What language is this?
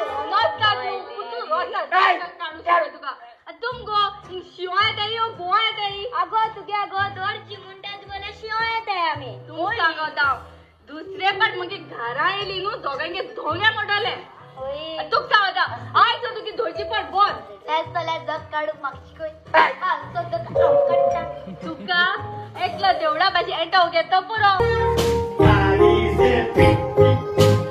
Konkani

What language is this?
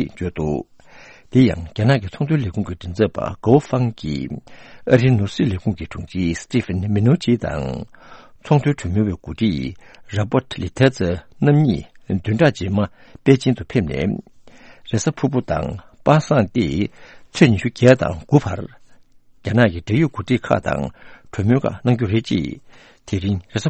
Tibetan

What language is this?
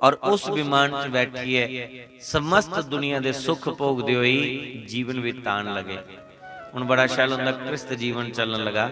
Dogri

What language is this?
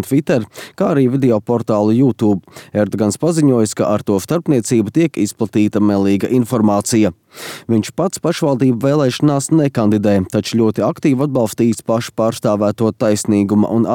Latvian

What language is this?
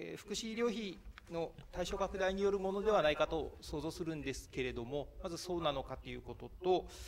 Japanese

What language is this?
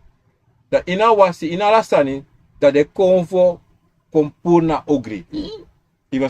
Sranan Tongo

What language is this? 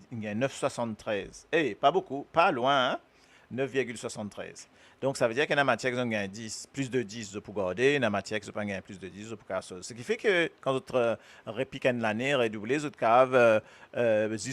Morisyen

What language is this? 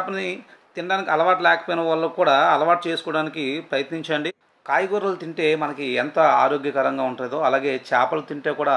Telugu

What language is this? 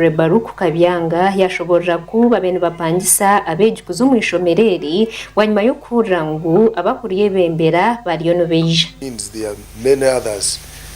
Nyankole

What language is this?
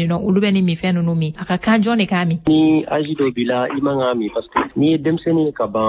Bambara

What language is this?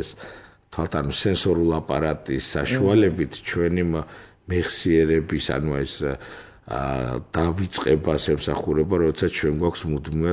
Georgian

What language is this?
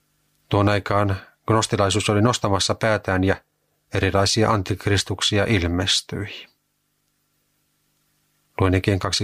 Finnish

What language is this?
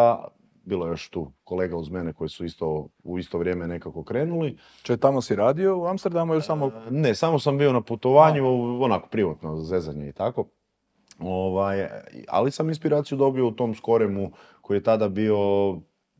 Croatian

